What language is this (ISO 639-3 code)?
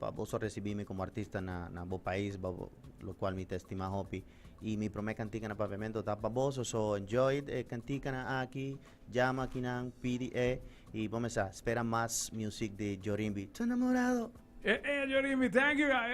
pap